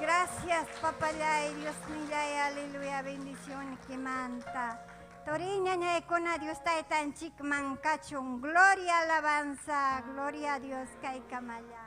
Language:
Ayacucho Quechua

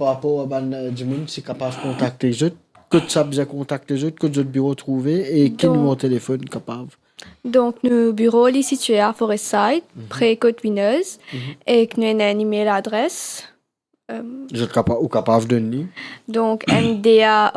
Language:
Morisyen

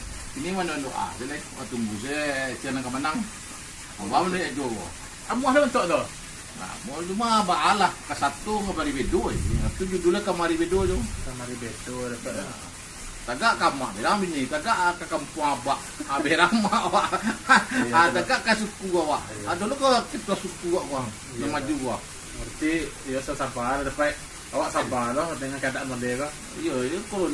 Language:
Minangkabau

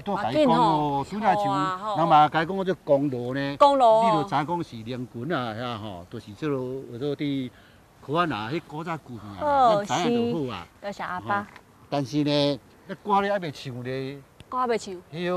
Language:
Min Nan Chinese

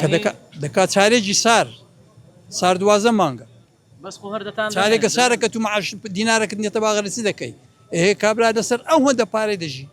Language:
Central Kurdish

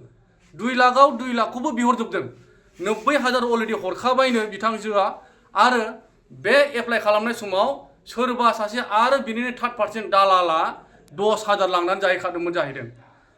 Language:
Bodo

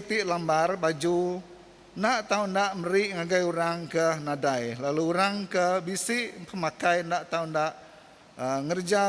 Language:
Iban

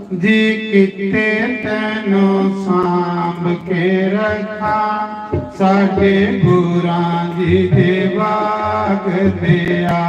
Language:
Dogri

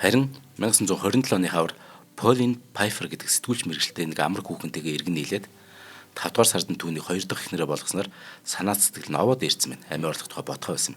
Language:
Mongolian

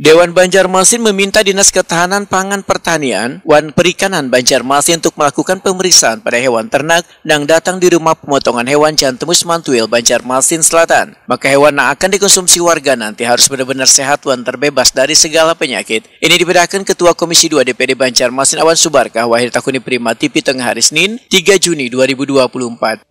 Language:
Banjar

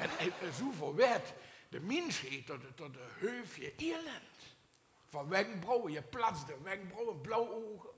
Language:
Limburgish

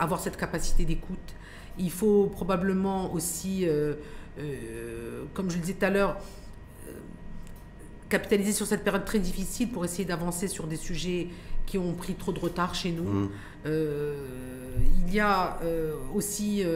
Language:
French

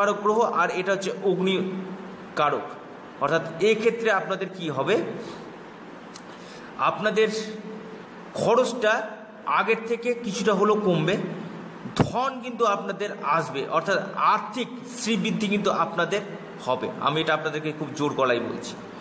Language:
Bangla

